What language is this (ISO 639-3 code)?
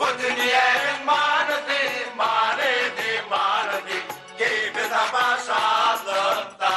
tuk